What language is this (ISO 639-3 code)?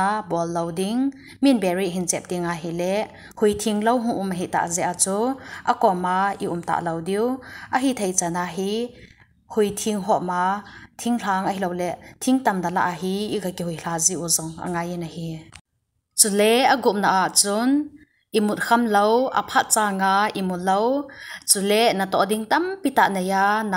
tcz